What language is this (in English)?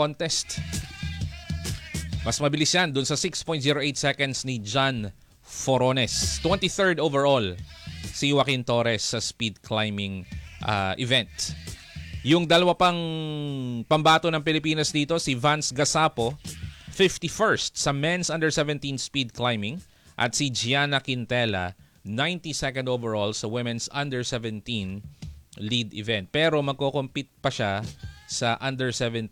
Filipino